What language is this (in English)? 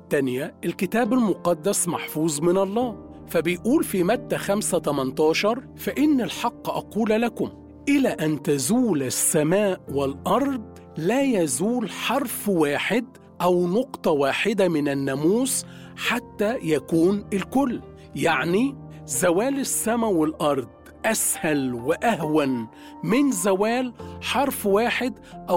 Egyptian Arabic